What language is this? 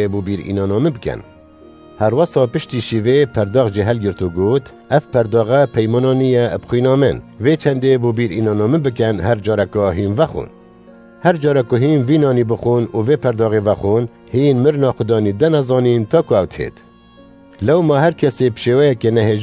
Kurdish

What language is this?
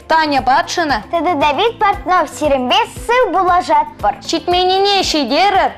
Chuvash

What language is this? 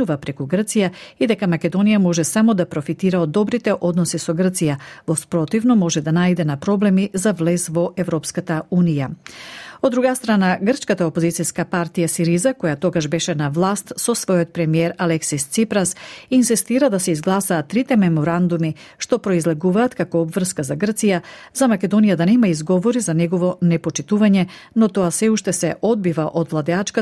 Macedonian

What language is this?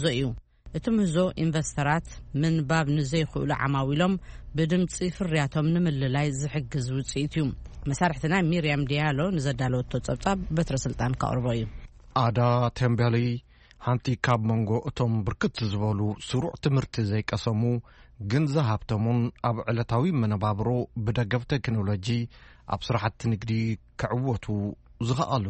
Tigrinya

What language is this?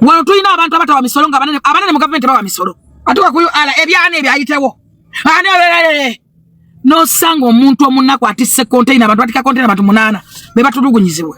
Ganda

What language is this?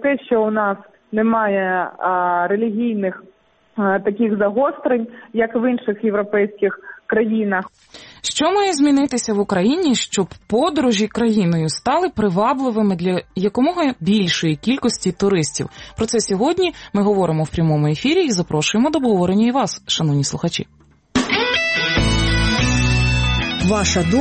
Ukrainian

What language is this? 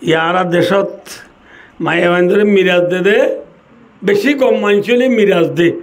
Rohingya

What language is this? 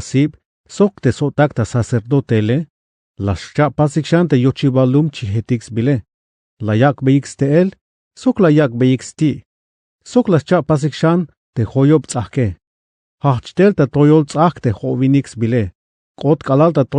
Tzeltal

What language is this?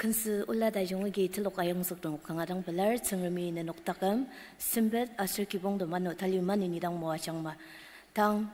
Ao Naga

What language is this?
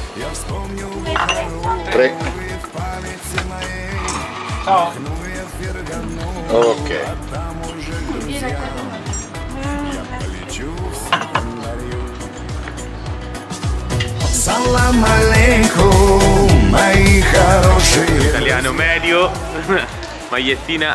Italian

